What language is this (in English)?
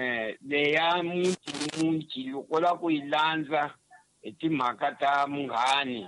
Tsonga